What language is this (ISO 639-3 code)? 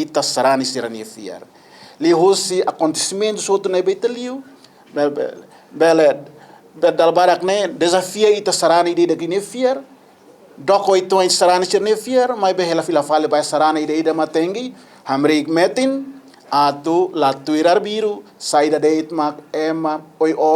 tet